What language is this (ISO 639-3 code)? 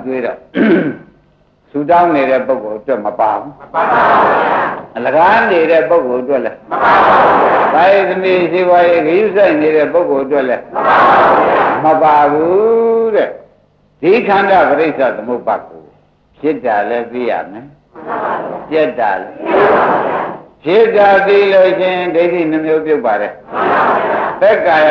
mya